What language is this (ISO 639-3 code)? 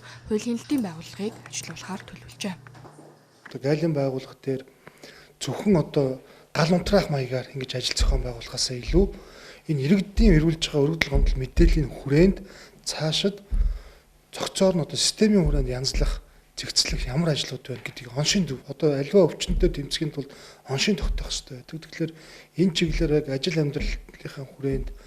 mon